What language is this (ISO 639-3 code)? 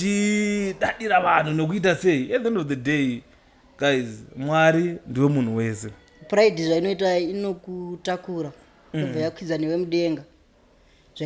sna